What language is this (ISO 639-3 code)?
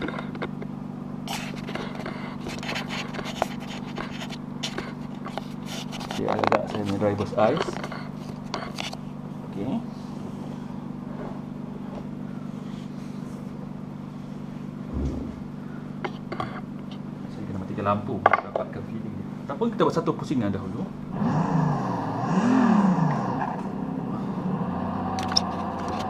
msa